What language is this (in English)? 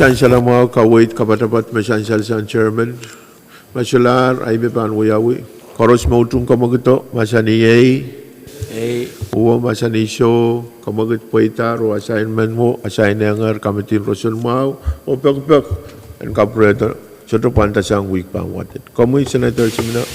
Pohnpeian